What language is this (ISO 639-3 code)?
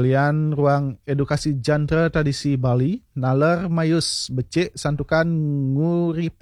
ban